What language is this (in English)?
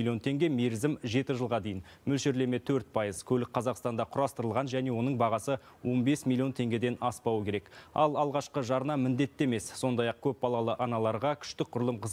Kazakh